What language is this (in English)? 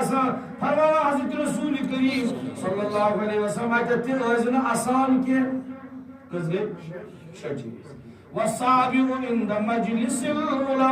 Kashmiri